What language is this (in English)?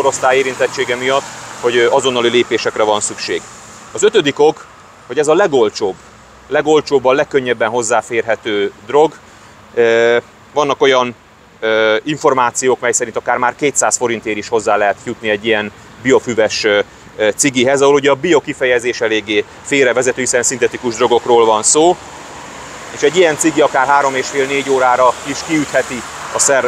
Hungarian